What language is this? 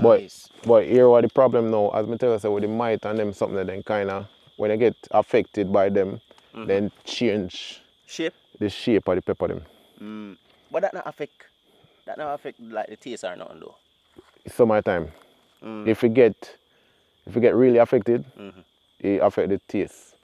Jamaican Creole English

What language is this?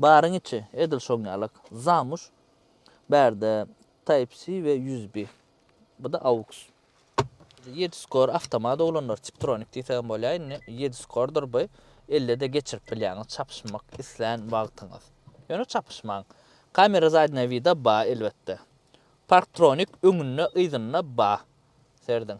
Turkmen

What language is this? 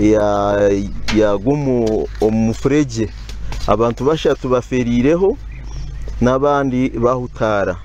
Nyankole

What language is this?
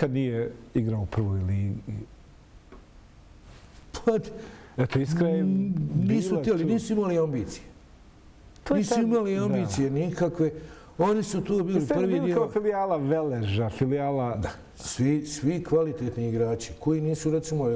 Bosnian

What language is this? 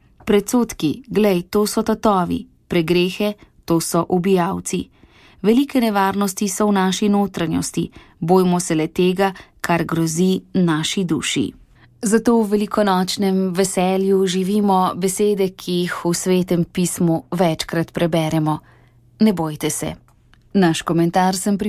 Slovenian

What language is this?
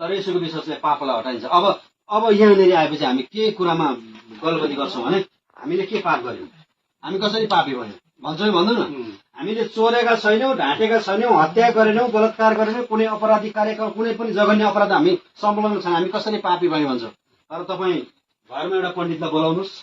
Nepali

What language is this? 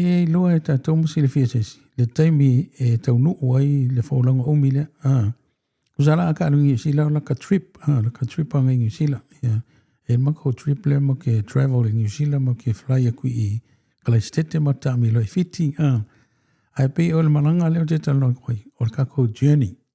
Samoan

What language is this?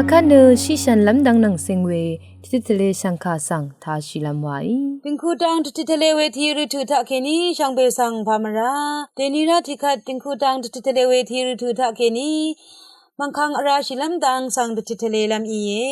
Rawang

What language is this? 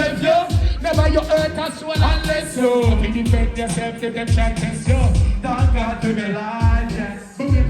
Jamaican Creole English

